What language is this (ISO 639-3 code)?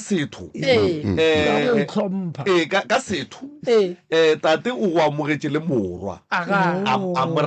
nso